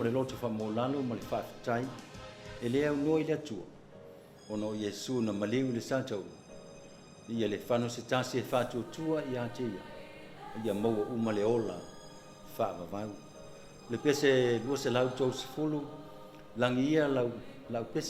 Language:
Samoan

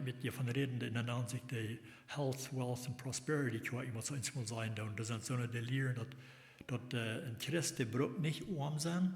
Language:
Plautdietsch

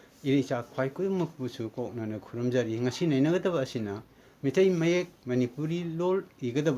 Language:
Manipuri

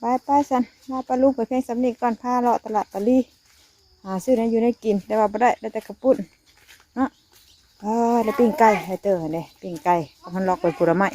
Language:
Northeastern Thai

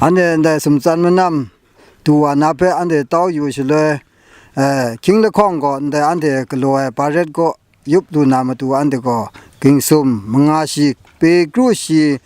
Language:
Kachin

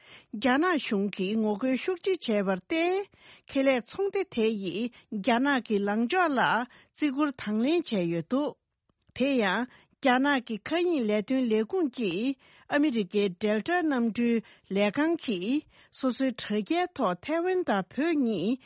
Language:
Tibetan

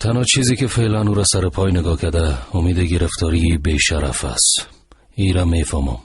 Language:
Persian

